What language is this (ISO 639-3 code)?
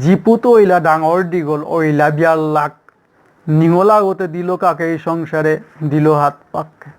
bpy